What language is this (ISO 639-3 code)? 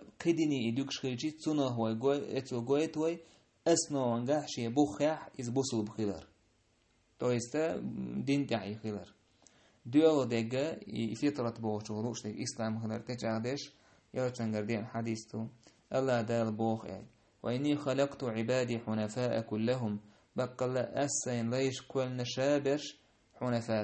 che